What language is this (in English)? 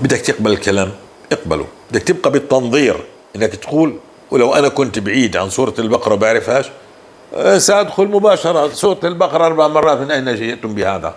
North Levantine Arabic